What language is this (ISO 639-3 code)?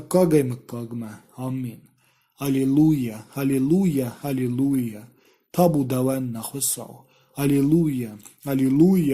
oss